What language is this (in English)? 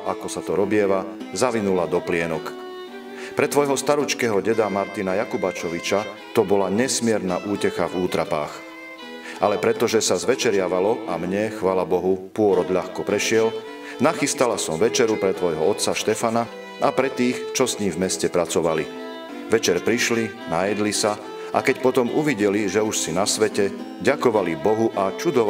Slovak